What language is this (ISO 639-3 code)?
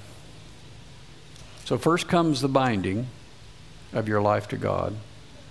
eng